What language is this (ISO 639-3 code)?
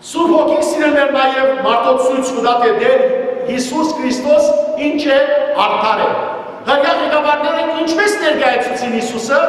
hyw